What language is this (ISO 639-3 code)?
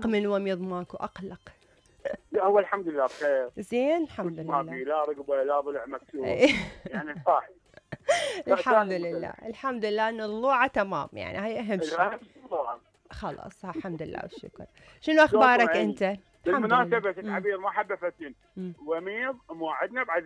acm